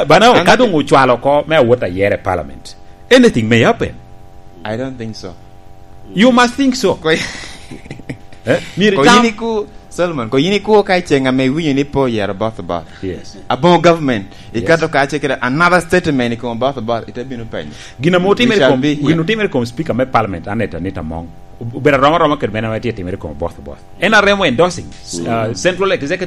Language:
Lango (Uganda)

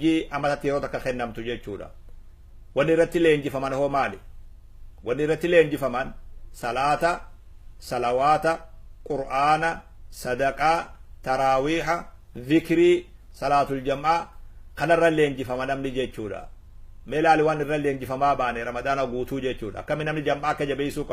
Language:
Oromo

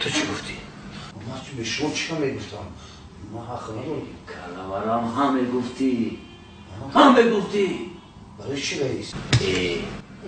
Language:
Tajik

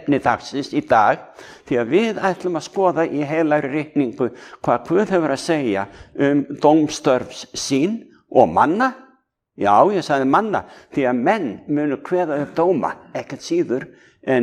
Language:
Icelandic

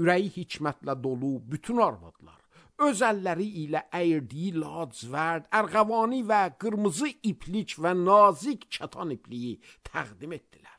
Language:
Azerbaijani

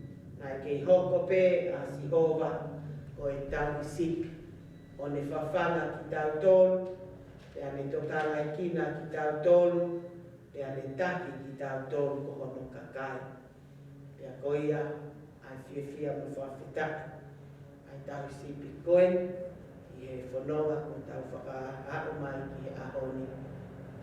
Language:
Tongan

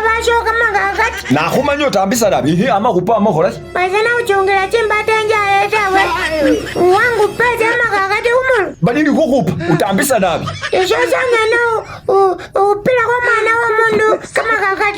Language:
Masaaba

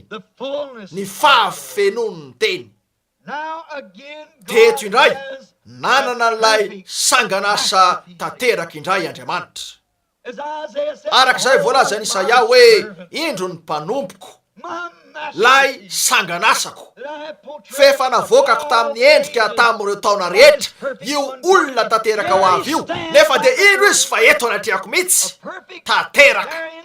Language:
Malagasy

